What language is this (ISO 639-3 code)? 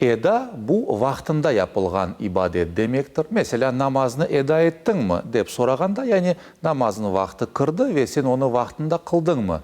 crh